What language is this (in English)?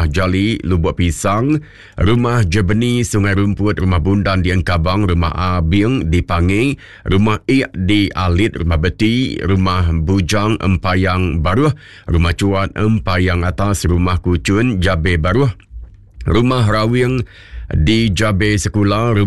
Iban